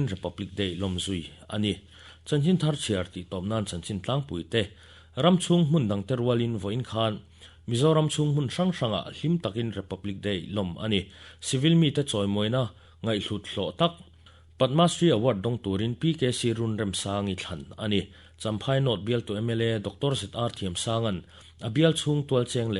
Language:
Mizo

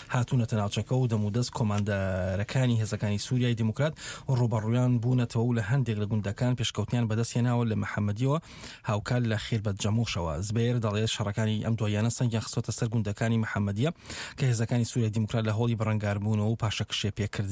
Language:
Central Kurdish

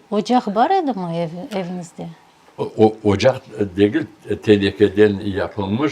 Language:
Crimean Tatar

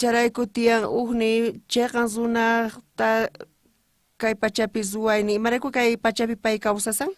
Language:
South Bolivian Quechua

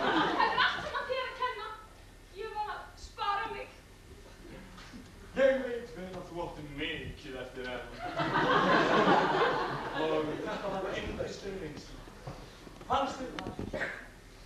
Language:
Icelandic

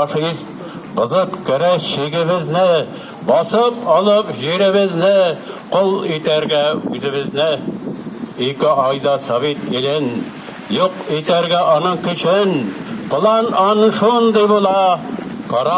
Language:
Tatar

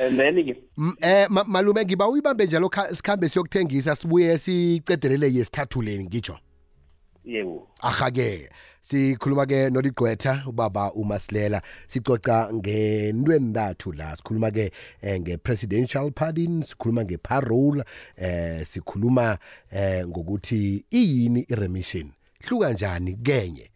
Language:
South Ndebele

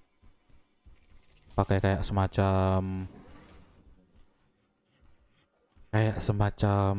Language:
Indonesian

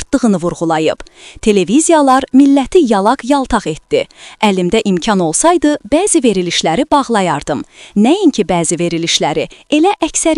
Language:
Azerbaijani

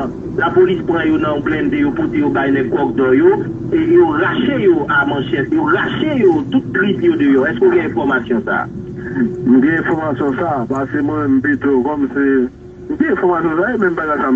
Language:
Haitian Creole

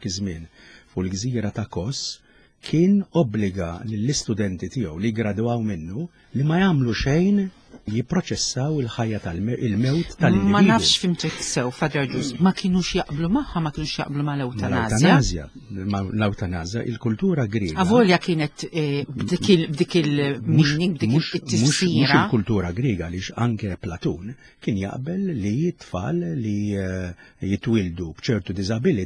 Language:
Maltese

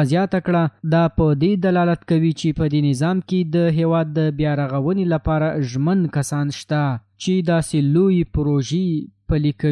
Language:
Pashto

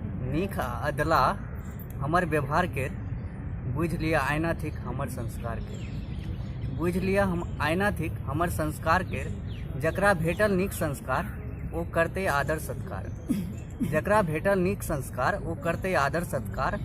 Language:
Maithili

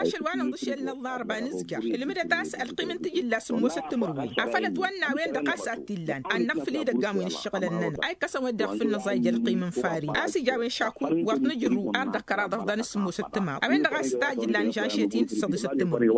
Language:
Tamasheq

